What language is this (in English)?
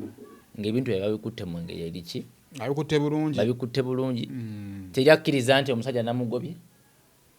Ganda